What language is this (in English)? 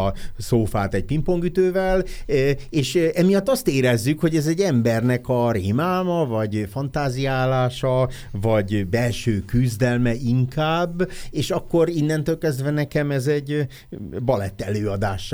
Hungarian